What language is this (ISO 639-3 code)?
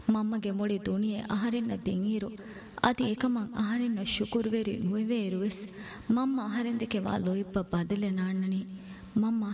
div